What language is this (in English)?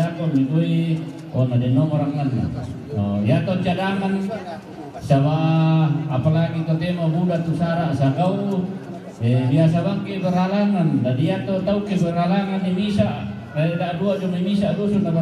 Toraja-Sa'dan